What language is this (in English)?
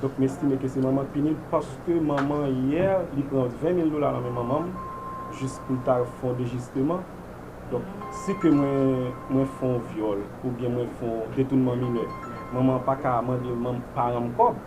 Haitian Creole